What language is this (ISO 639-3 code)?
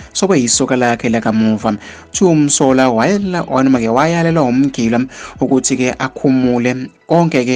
zul